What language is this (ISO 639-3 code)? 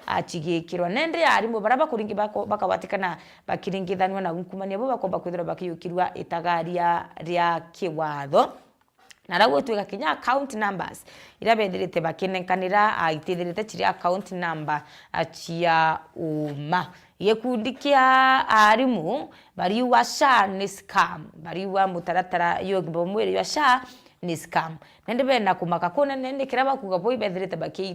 mer